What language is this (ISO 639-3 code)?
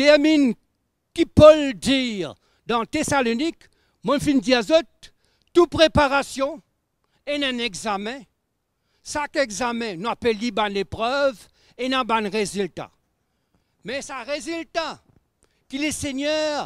mfe